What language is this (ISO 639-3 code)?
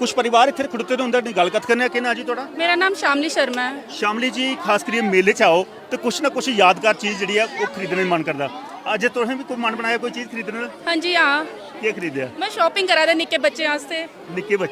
doi